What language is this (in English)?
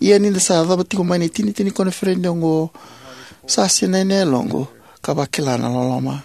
Fijian